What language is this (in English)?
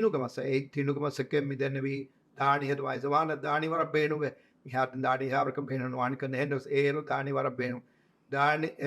Divehi